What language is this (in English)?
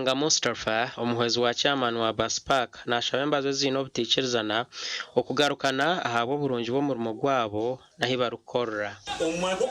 Nyankole